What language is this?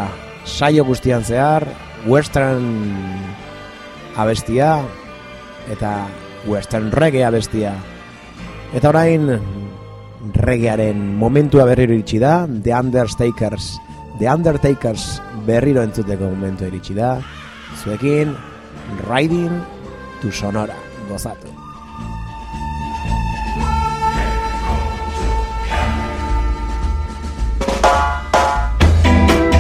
Basque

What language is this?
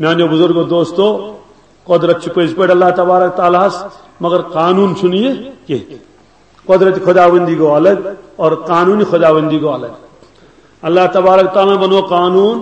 Kashmiri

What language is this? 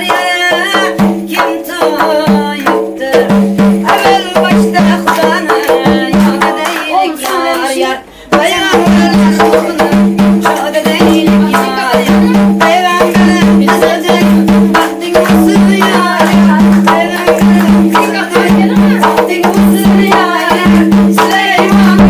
Turkmen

